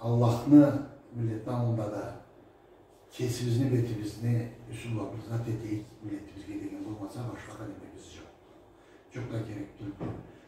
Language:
Karachay-Balkar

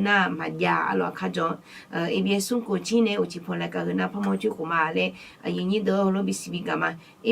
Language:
Akha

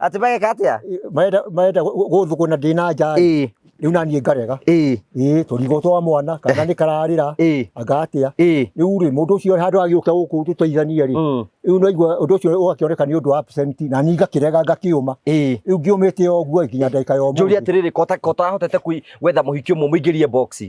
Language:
Kikuyu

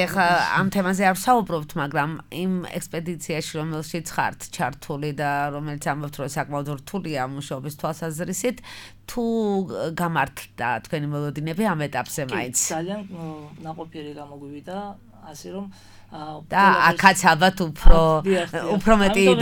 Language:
Georgian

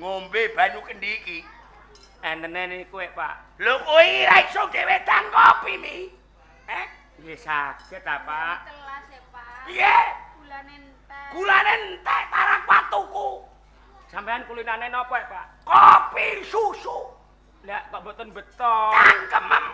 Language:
Javanese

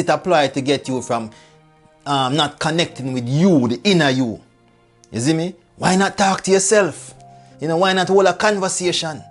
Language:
Jamaican Creole English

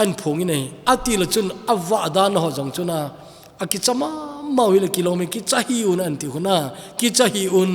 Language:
Thado Chin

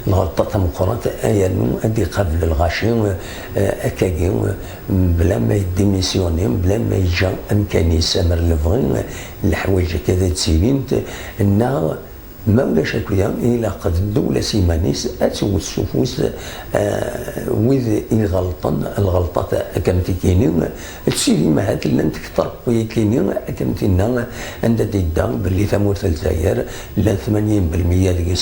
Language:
Kabyle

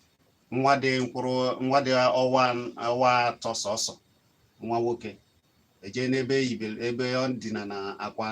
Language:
Igbo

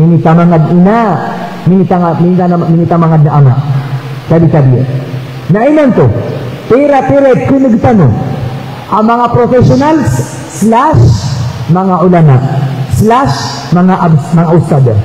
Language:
Maranao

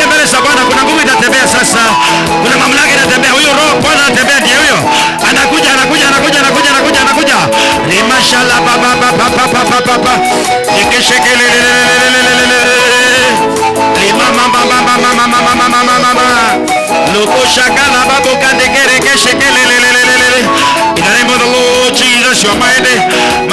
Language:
Swahili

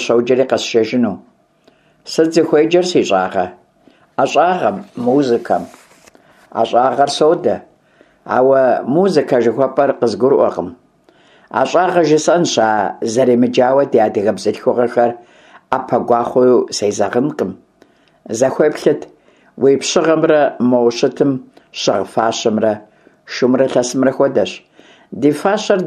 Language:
Kabardian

